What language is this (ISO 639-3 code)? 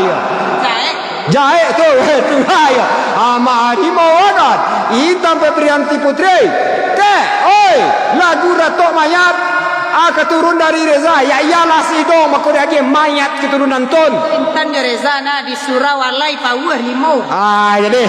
min